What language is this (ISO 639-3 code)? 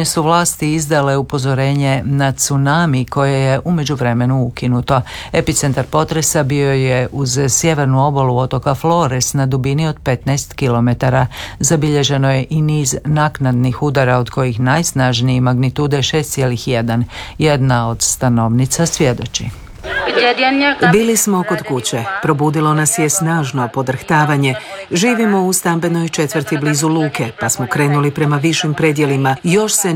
hrv